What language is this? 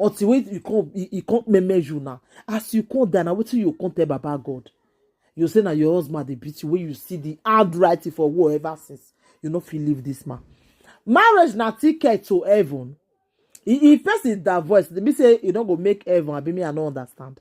Nigerian Pidgin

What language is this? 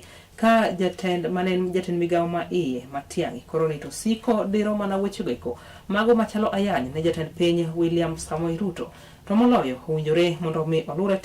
Luo (Kenya and Tanzania)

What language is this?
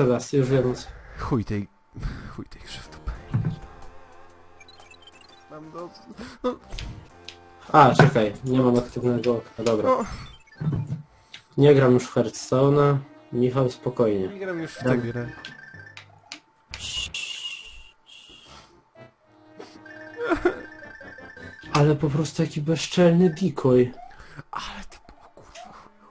Polish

